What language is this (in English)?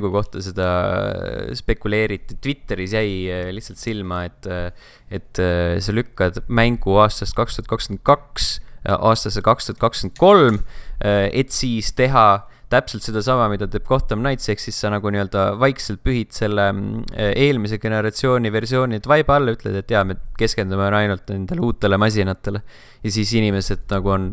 Estonian